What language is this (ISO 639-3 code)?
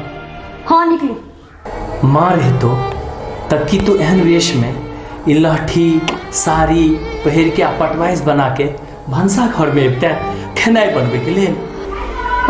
mai